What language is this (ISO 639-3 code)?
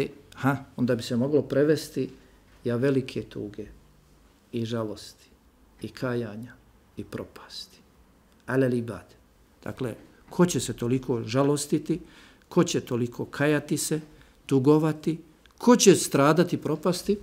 bos